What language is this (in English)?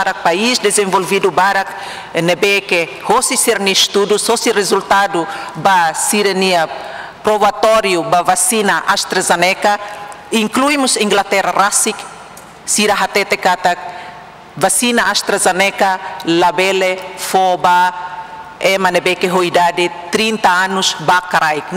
Tetum